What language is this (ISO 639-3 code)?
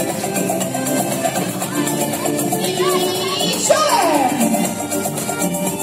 ukr